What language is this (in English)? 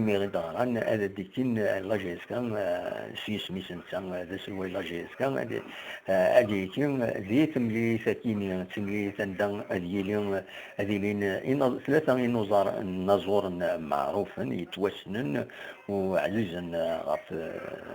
Kabyle